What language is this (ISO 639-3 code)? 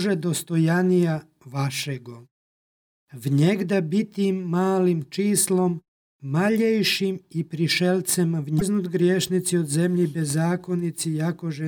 srp